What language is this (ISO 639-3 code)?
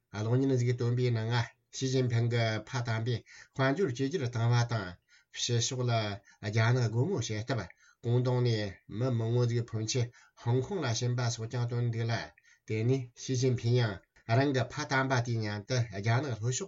bod